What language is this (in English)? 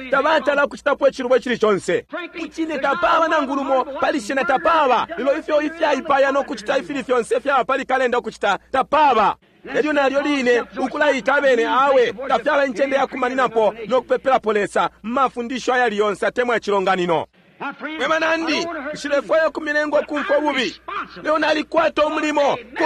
Bemba